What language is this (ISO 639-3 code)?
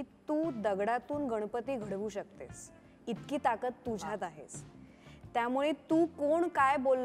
mar